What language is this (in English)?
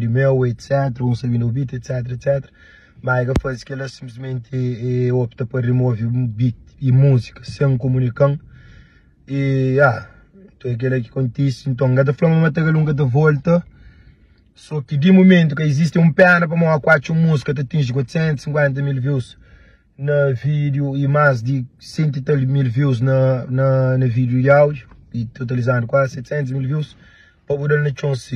Kabuverdianu